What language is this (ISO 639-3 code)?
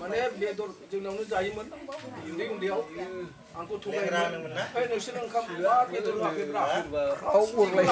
brx